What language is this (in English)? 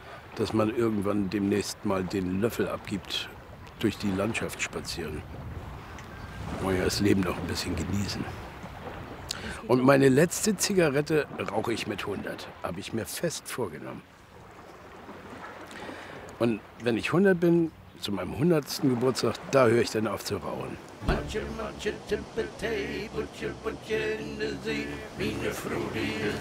German